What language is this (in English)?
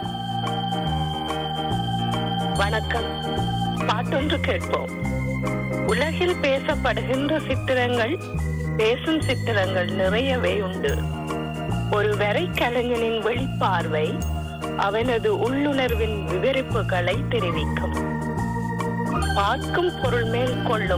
Tamil